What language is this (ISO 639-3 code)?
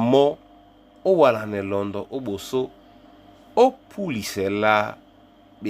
dua